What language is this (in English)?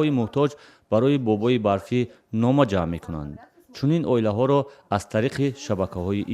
Tajik